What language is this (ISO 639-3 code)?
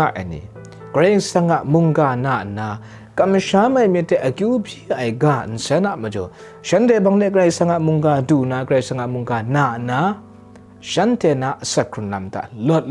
kac